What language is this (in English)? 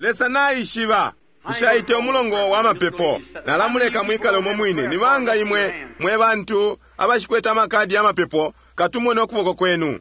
Bemba